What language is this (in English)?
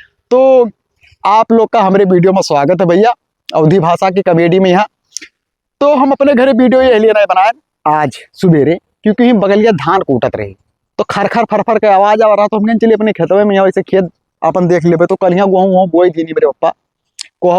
Awadhi